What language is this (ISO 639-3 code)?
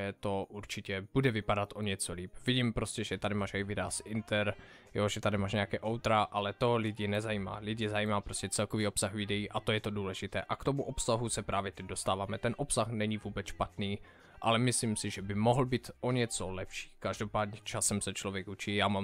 ces